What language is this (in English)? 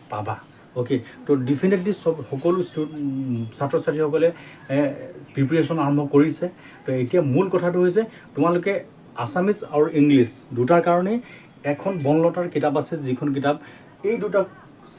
Assamese